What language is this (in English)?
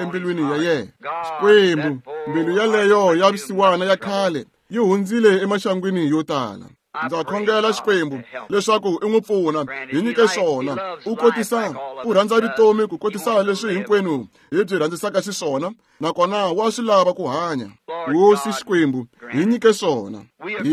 Tsonga